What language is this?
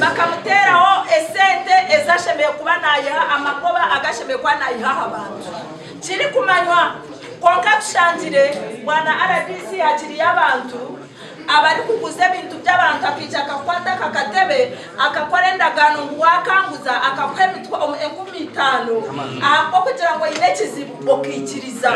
Nyankole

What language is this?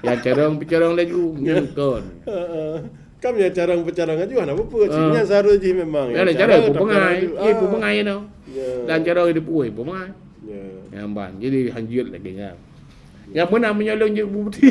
Achinese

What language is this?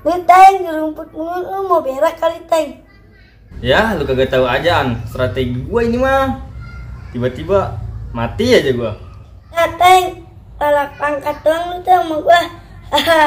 Betawi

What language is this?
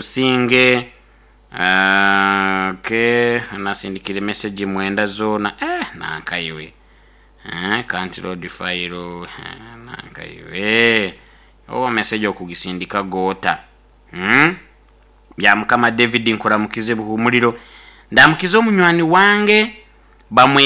Nyoro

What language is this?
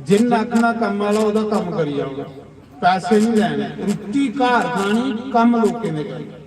Dogri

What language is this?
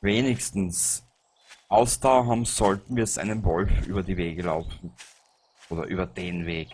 Bavarian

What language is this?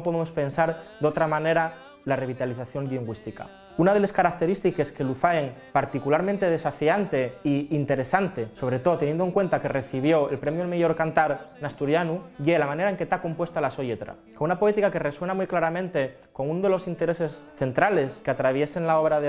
Asturian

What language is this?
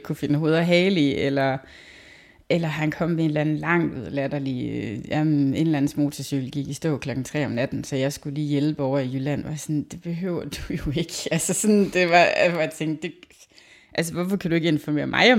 Danish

